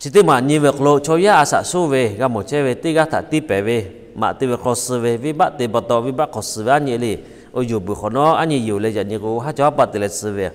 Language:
Lahu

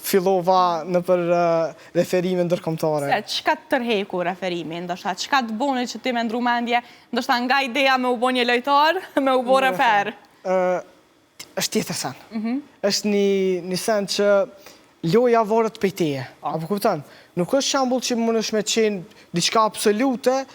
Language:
Albanian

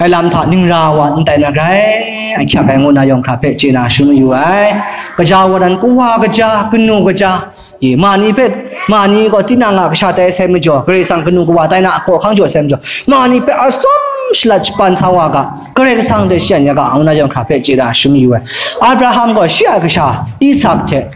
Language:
Kachin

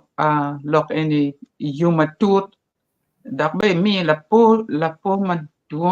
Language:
Acoli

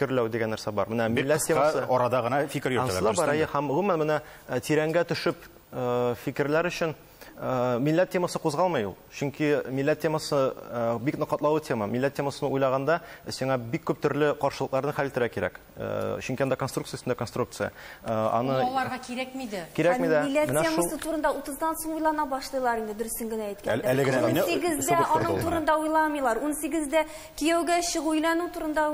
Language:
Tatar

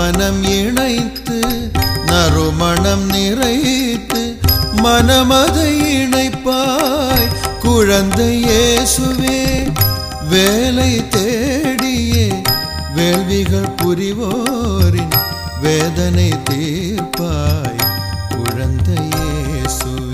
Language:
Tamil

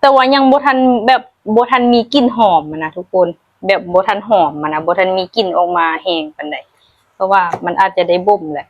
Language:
Lao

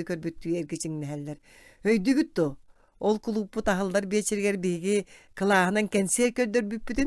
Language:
Yakut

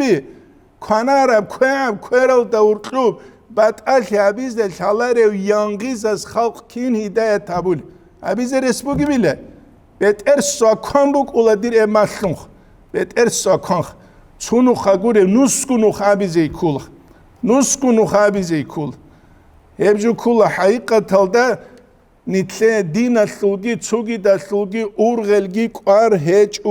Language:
Avaric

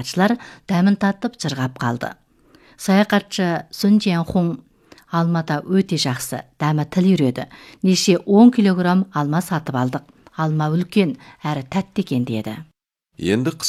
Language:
Kazakh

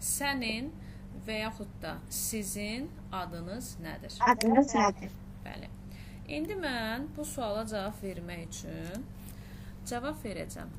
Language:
Azerbaijani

